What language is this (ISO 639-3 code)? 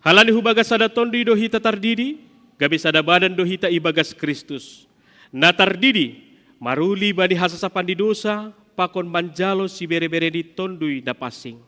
bts